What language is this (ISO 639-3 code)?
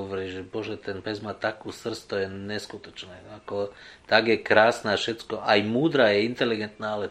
slk